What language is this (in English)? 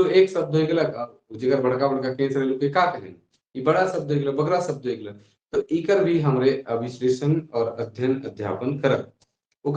Sadri